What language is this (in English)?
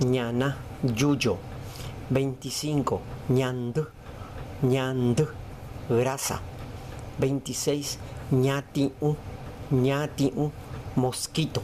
Guarani